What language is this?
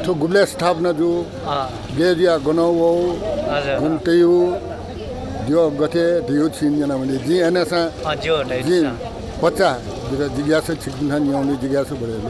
Newari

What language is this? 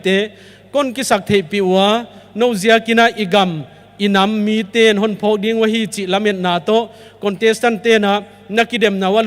Paite Chin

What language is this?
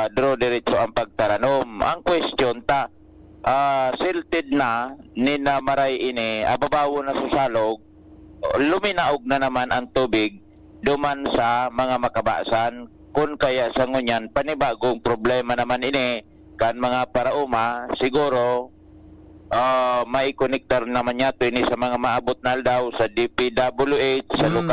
Bikol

